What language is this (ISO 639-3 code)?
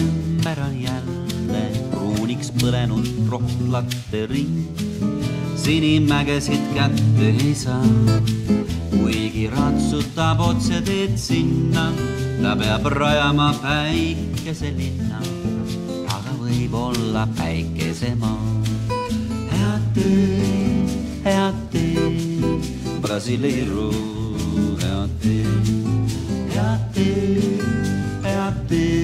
est